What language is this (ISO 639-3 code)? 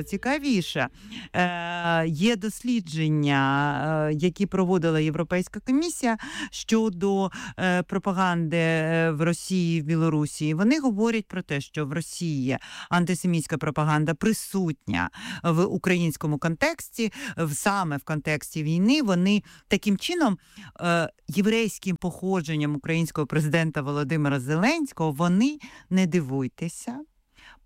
ukr